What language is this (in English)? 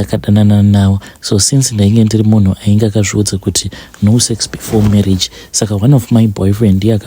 Shona